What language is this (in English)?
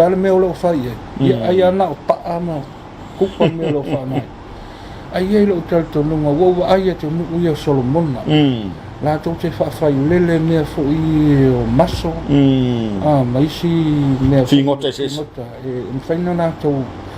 Samoan